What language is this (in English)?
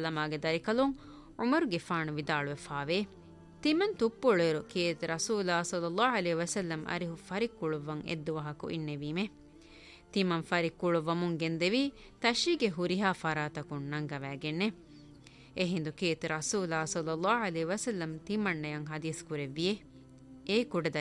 Divehi